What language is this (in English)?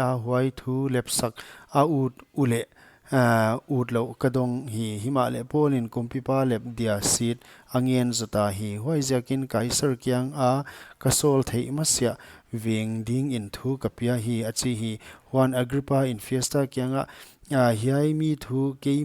Paite Chin